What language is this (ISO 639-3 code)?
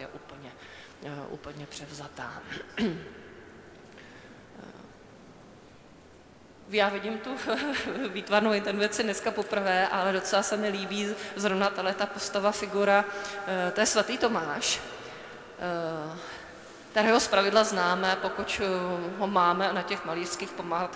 ces